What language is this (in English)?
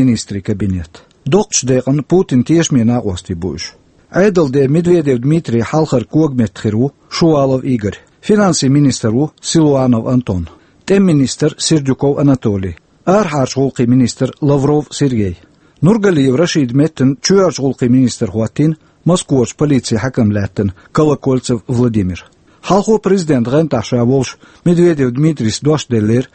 Chechen